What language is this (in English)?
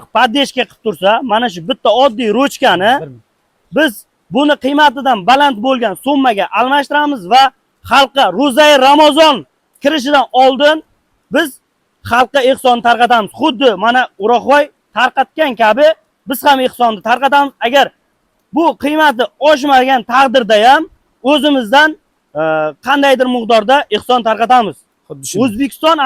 Uzbek